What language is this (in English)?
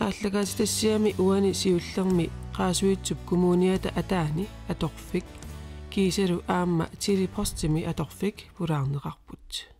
Kalaallisut